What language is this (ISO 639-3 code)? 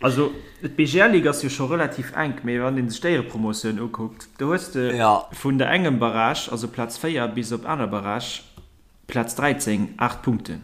ltz